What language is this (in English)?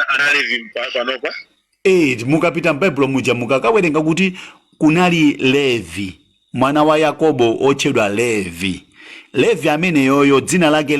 Nyanja